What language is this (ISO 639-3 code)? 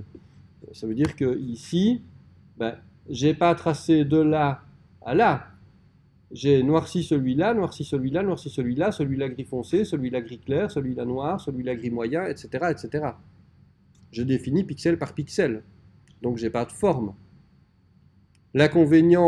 fra